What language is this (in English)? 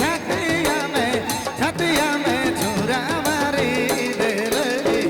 Sadri